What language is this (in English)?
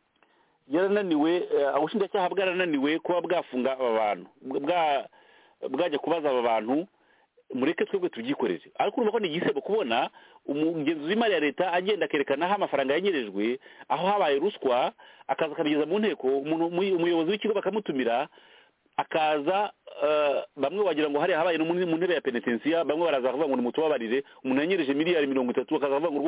Kinyarwanda